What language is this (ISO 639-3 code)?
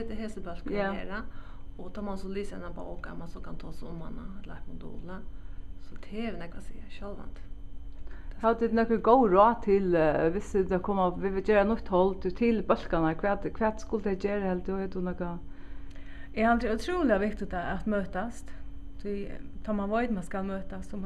fao